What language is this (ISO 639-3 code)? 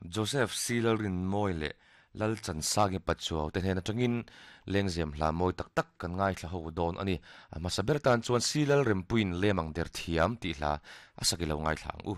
lus